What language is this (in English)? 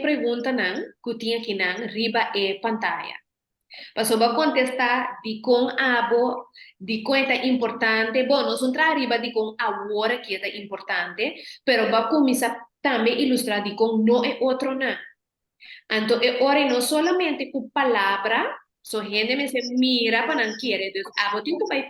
Papiamento